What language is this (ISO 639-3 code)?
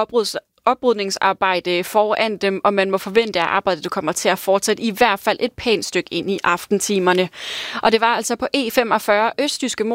dan